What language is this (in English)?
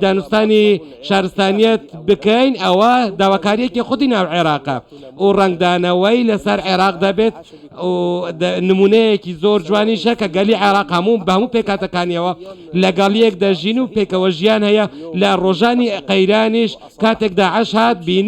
Central Kurdish